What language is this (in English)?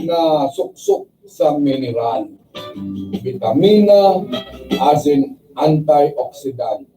Bikol